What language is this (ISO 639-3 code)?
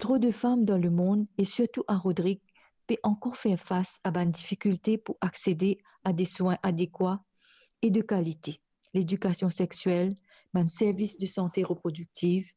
mfe